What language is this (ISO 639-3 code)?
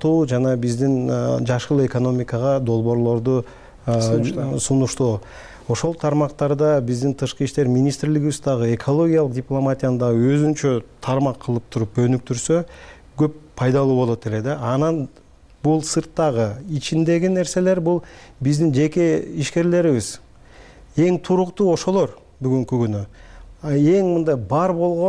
kir